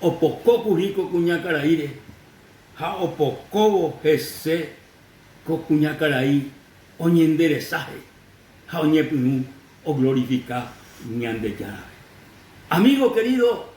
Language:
Guarani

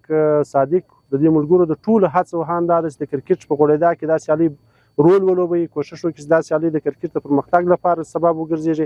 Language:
Pashto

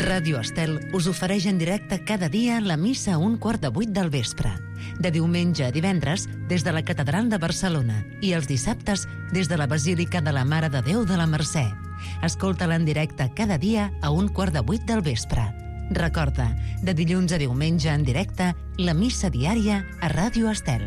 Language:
Catalan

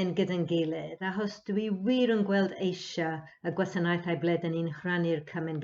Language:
Welsh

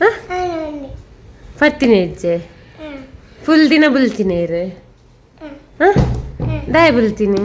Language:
Tulu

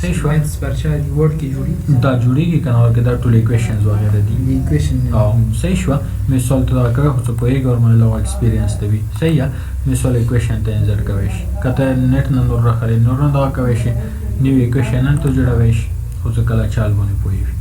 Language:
Pashto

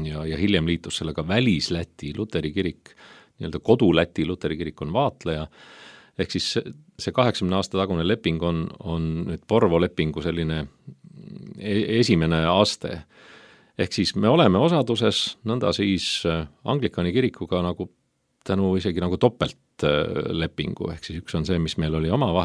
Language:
Estonian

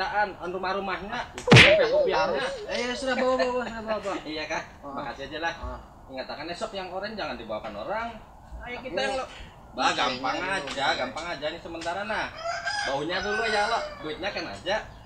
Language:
Banjar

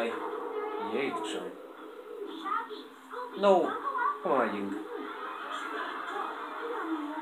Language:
Hungarian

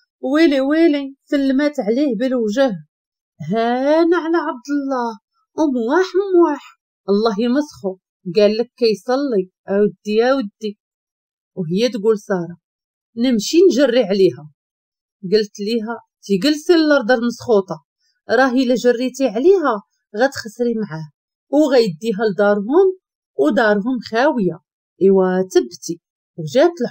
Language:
Moroccan Arabic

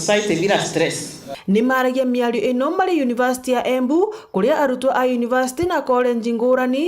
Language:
Meru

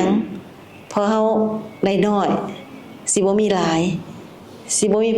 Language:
Lao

